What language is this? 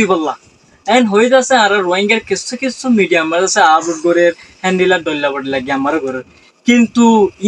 Rohingya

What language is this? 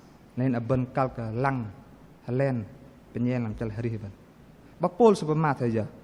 Bahnar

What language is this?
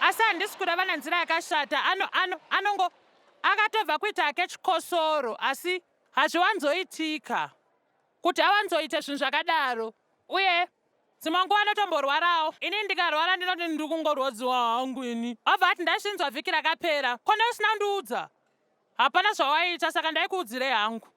Shona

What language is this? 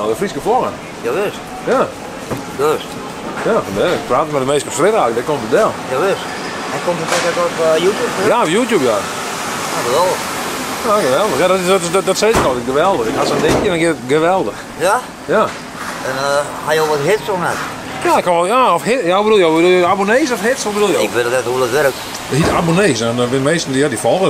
Western Frisian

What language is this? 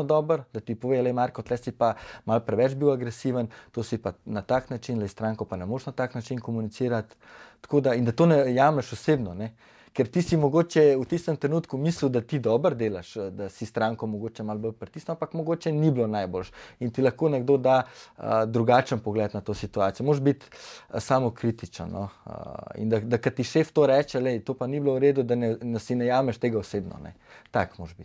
Slovenian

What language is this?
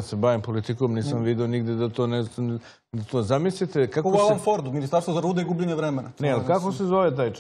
Serbian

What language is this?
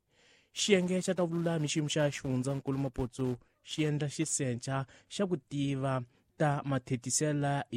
Tsonga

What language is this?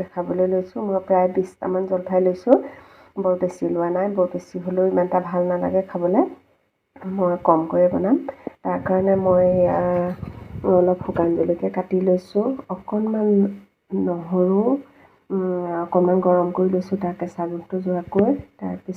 Assamese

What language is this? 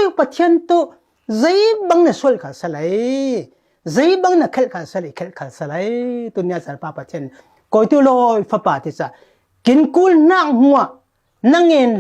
Falam Chin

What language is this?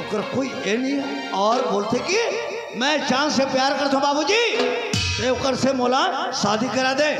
Chhattisgarhi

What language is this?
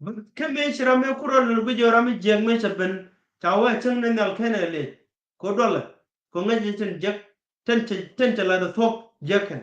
Nuer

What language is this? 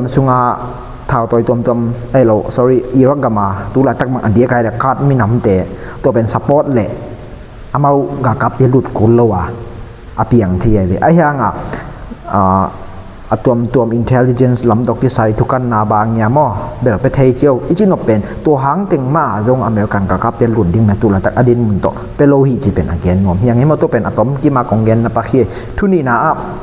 Tedim Chin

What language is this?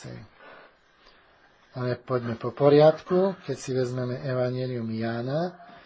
Slovak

